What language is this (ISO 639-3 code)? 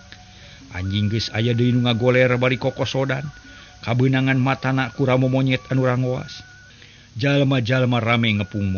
sun